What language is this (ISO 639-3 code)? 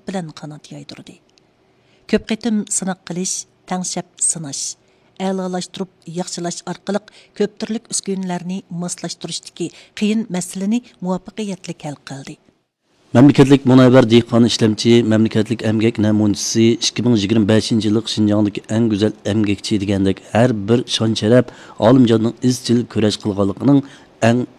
uig